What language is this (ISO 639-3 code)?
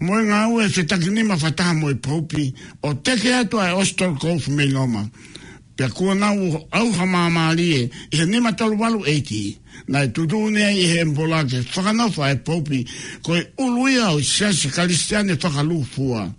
ton